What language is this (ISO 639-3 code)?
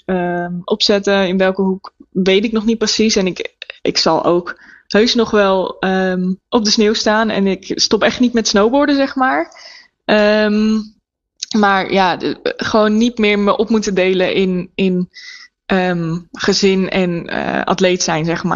nld